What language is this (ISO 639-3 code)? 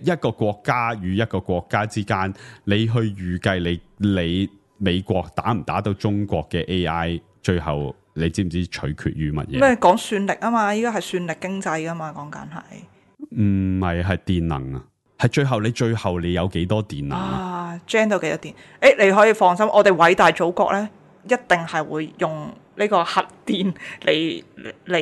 yue